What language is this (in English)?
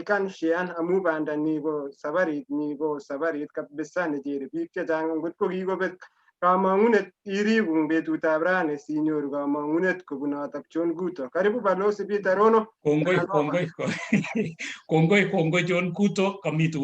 Kalenjin